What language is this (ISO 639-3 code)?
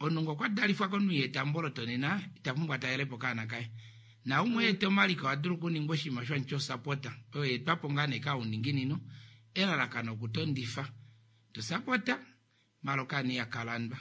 kua